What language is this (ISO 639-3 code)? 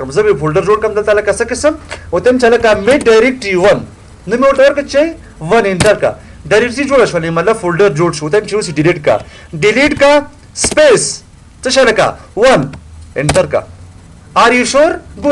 pus